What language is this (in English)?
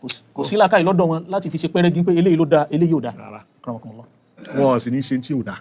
Yoruba